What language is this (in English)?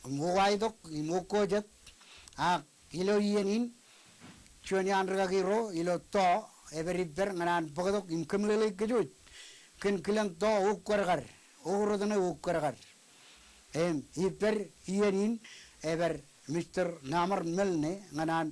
Marshallese